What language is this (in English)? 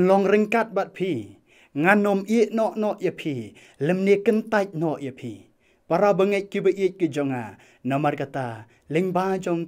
Khasi